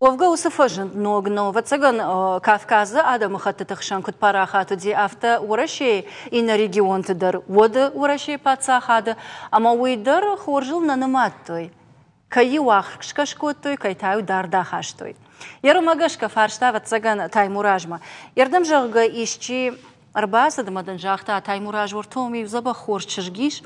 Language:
Ossetic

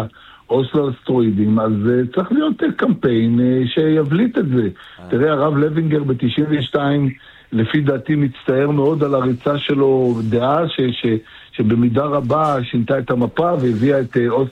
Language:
Hebrew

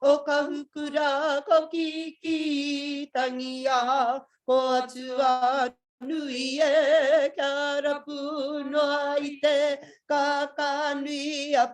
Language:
Māori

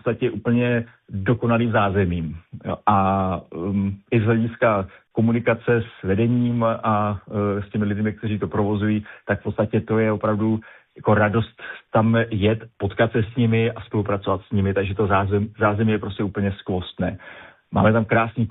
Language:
Czech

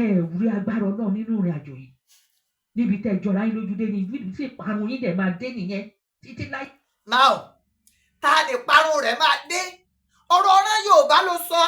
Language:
Yoruba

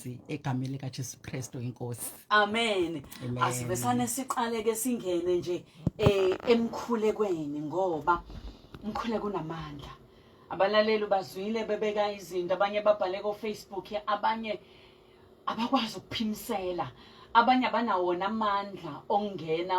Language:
Zulu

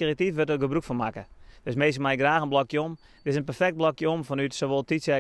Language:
Western Frisian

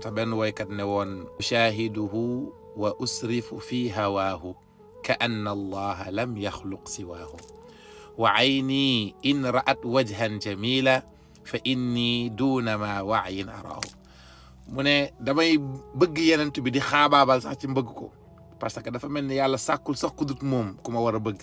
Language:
Wolof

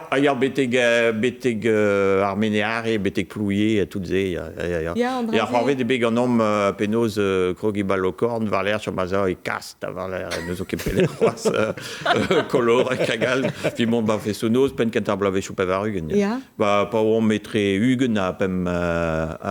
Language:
Breton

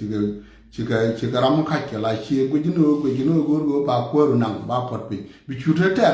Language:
Nuer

